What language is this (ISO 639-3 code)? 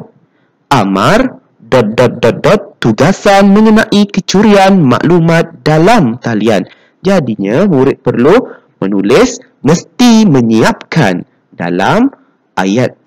msa